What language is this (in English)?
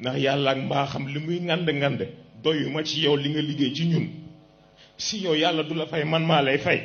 Wolof